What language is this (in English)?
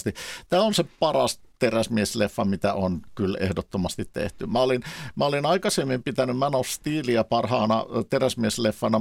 Finnish